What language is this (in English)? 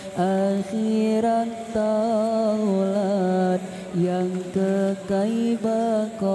Achinese